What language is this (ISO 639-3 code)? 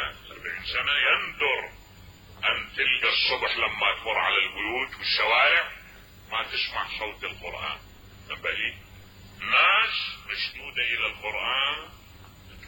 acm